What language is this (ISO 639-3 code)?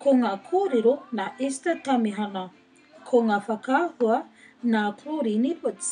mri